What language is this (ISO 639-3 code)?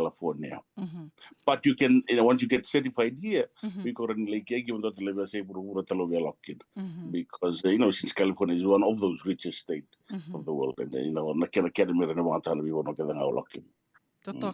fij